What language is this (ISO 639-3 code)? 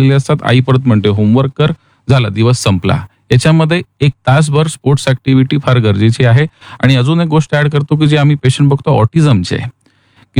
mar